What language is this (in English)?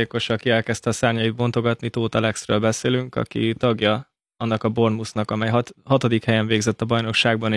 Hungarian